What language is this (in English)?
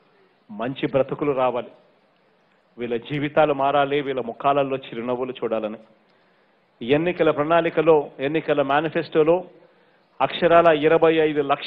Telugu